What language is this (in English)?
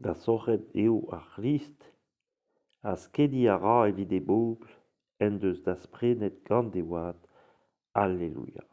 Breton